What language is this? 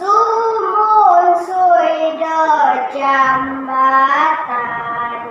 Central Dusun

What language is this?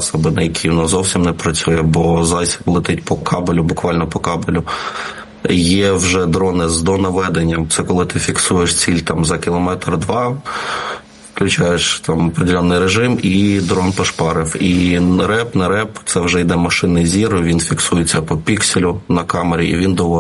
Ukrainian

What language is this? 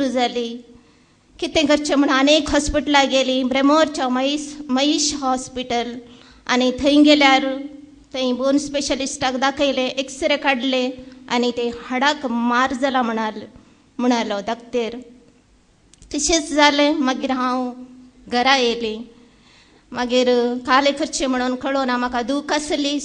Konkani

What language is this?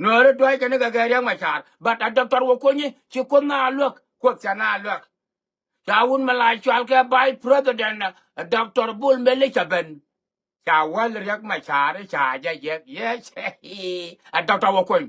Nuer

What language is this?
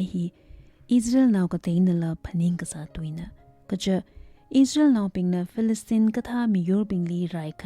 Tangkhul Naga (India)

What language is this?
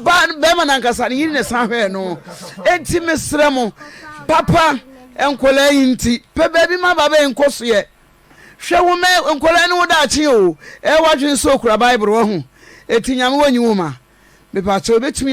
Akan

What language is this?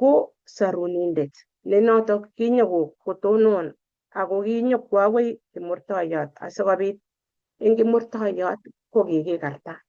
Kalenjin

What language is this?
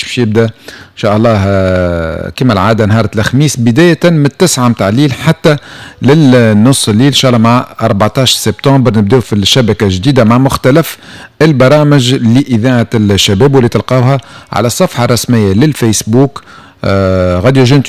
Tunisian Arabic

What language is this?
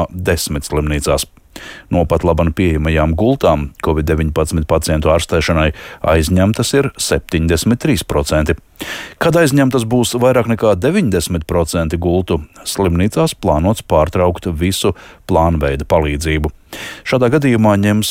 Latvian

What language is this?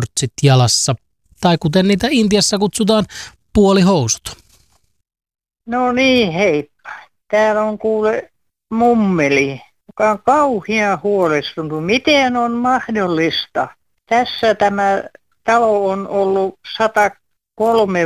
Finnish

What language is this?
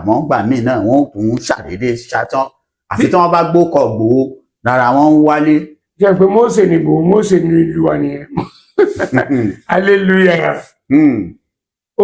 Yoruba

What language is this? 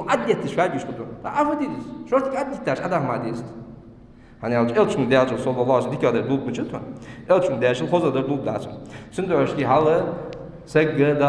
Ingush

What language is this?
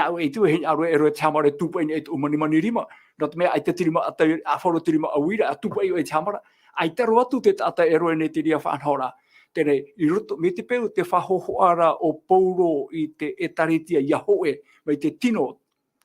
Tahitian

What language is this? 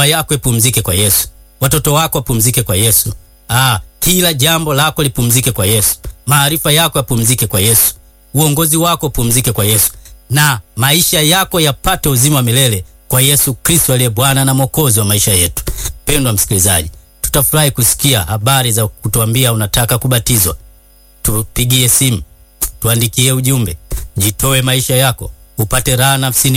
Swahili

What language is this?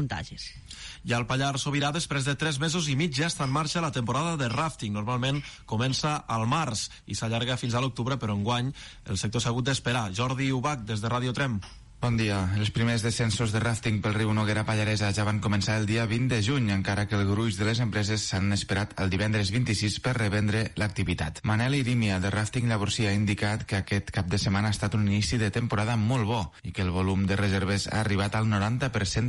Catalan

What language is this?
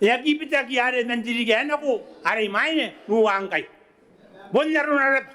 Gilbertese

